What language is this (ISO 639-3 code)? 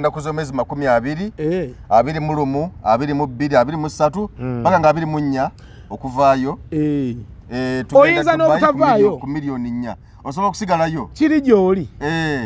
lug